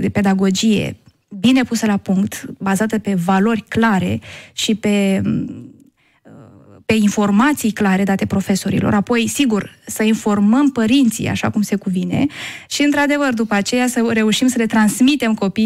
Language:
Romanian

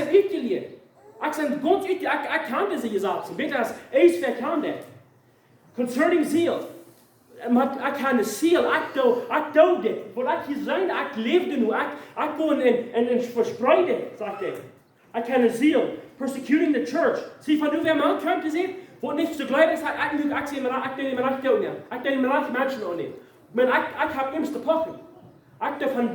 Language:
Plautdietsch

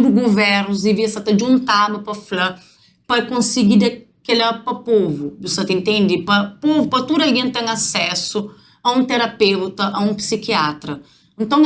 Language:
Kabuverdianu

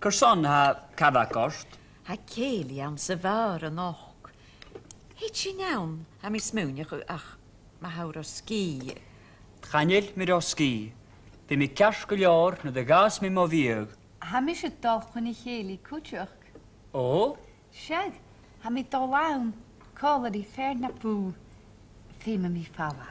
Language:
Scottish Gaelic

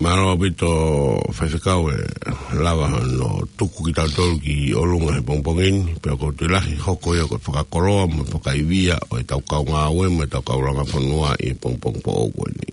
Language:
Tongan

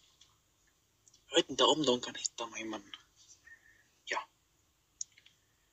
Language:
Swedish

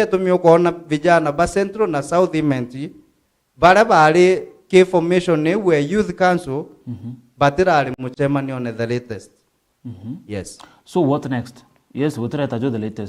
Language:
Meru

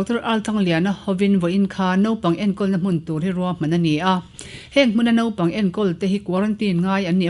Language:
Mizo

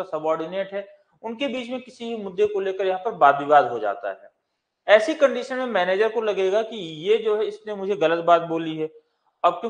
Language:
Hindi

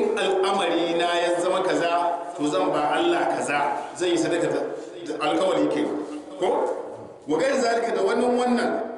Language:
Hausa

